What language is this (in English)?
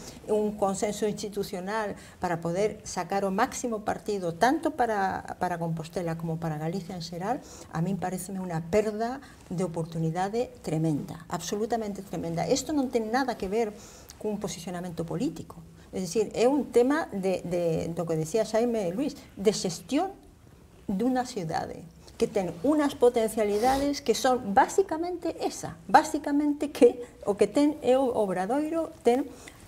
Galician